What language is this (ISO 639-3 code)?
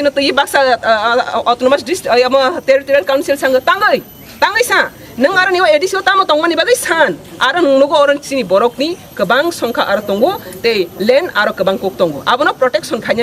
trp